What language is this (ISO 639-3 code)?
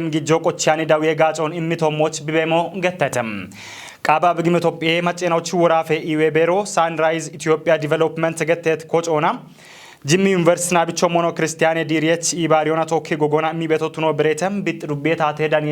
kbr